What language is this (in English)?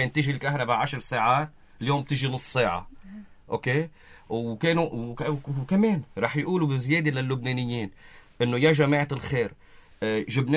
North Levantine Arabic